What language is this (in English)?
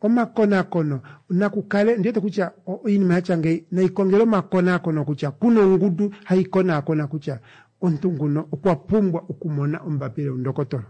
Kuanyama